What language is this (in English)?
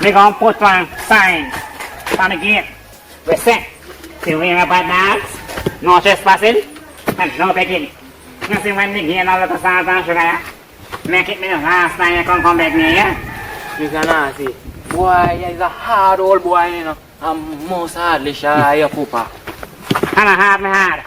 Jamaican Creole English